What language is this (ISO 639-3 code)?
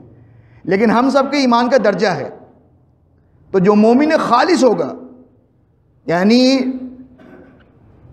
urd